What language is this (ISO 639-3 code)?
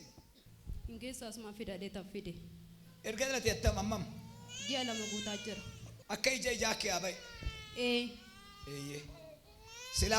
orm